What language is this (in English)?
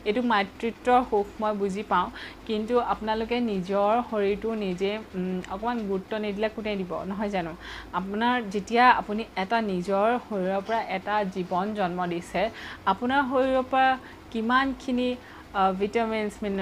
Assamese